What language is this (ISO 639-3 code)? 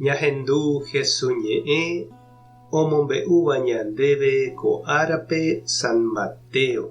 grn